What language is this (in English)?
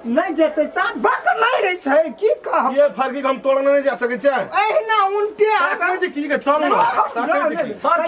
Maithili